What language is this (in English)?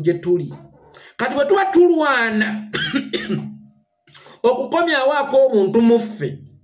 Ganda